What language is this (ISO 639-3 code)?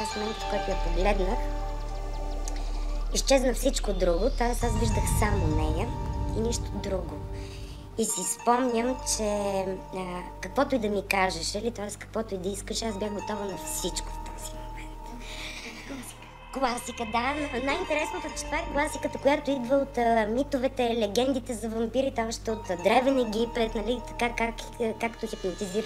bul